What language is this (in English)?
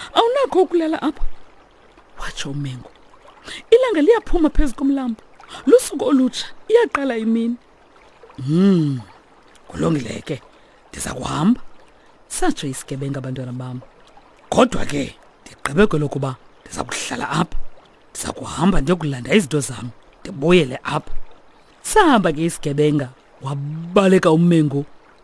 Xhosa